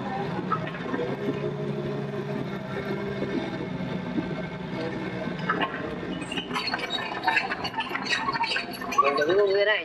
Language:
Vietnamese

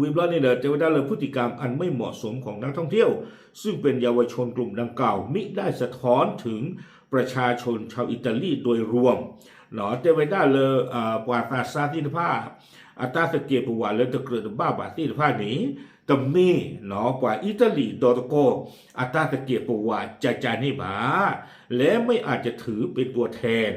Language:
S'gaw Karen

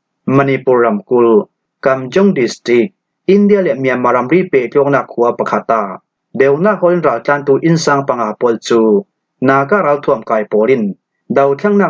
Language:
Falam Chin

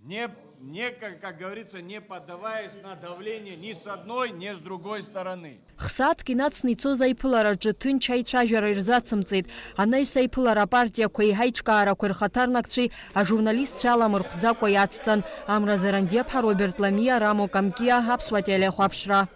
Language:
Abkhazian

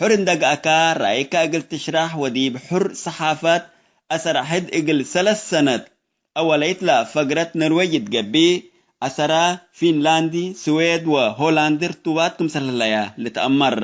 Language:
Tigre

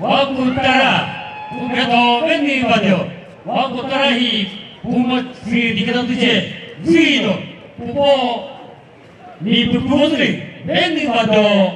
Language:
Chokri Naga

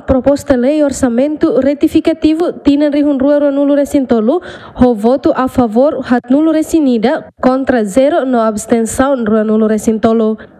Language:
Tetum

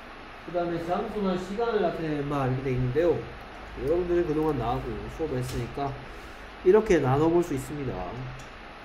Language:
Korean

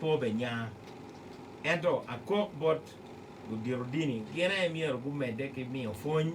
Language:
Acoli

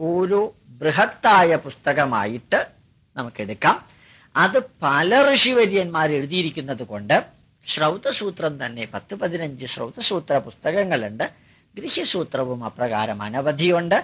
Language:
Malayalam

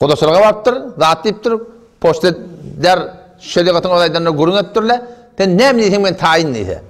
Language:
Turkmen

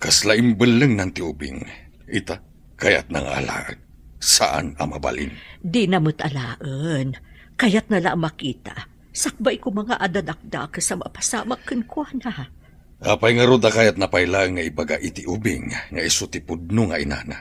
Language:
Iloko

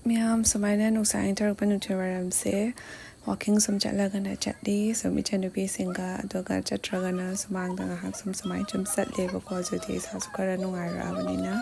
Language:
Manipuri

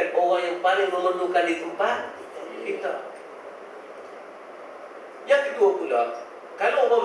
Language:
Malay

